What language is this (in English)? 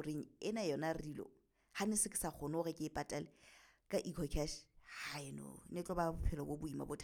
Southern Sotho